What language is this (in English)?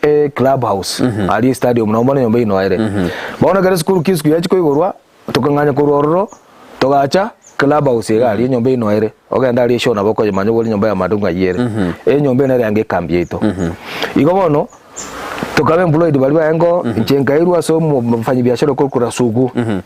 Gusii